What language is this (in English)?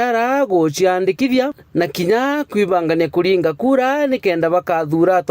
Meru